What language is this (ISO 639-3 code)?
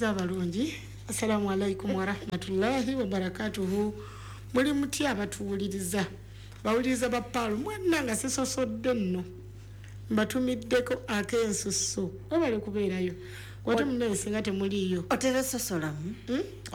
lug